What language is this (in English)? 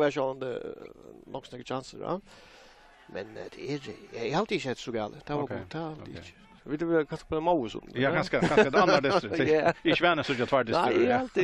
Faroese